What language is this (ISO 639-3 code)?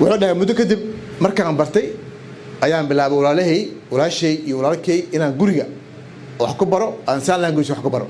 som